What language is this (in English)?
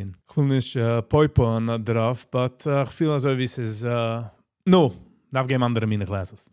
Yiddish